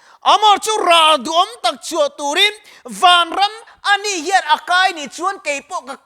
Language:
Mizo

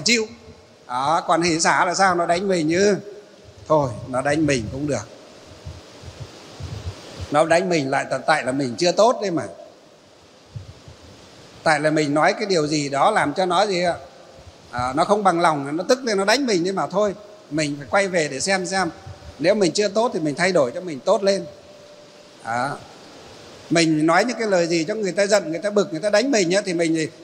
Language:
Vietnamese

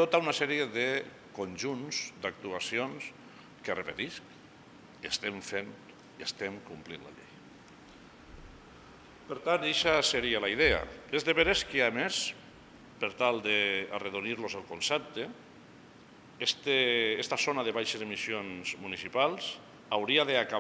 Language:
Catalan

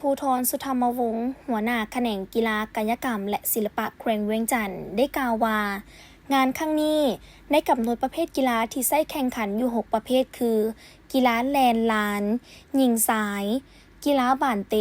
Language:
Lao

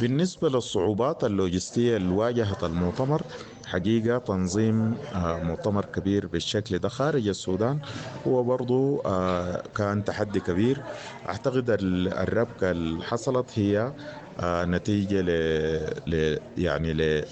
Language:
Sudanese Arabic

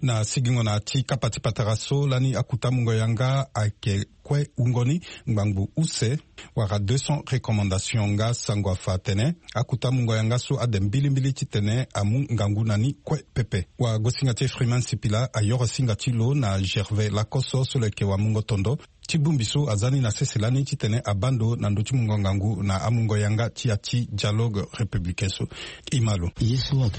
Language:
Sango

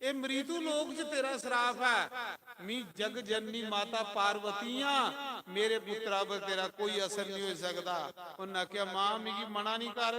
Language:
Dogri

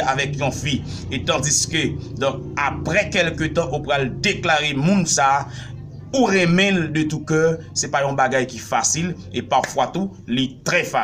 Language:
Haitian Creole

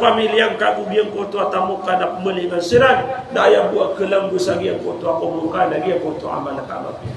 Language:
Maranao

